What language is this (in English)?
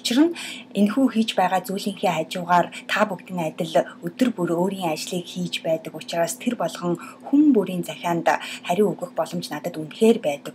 Mongolian